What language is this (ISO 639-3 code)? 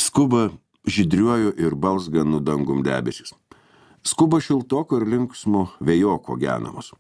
lit